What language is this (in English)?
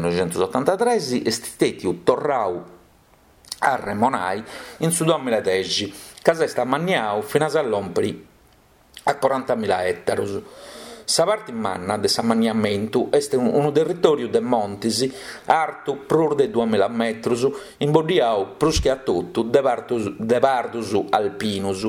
Sardinian